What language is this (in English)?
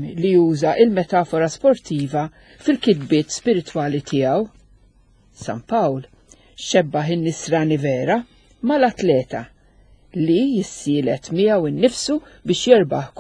Maltese